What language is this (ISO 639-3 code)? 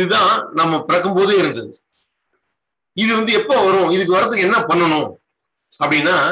tam